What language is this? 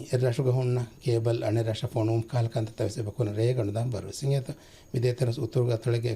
Divehi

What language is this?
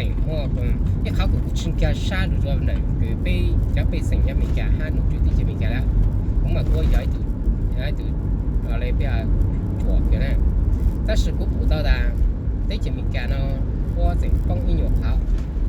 Hmong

